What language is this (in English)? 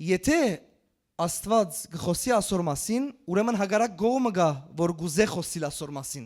Western Armenian